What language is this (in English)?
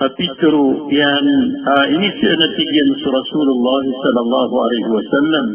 Maranao